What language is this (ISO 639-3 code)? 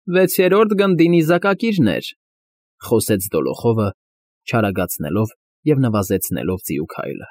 hye